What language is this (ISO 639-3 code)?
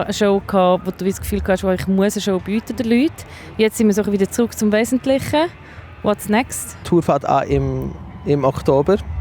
gsw